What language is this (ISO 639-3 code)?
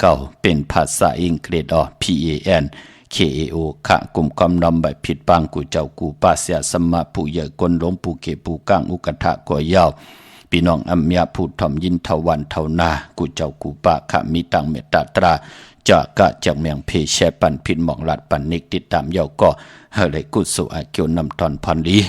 shn